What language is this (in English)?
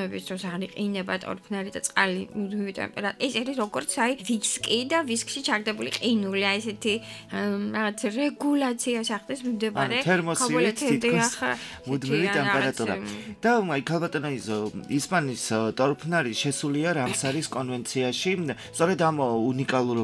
Georgian